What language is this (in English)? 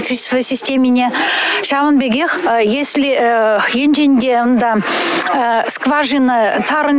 Chuvash